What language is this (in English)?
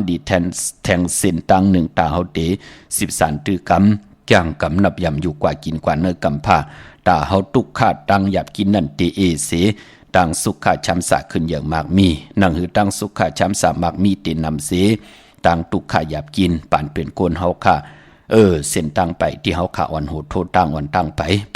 Shan